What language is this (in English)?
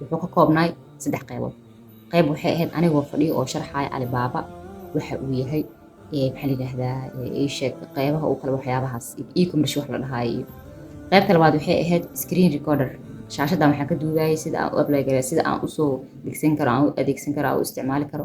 Somali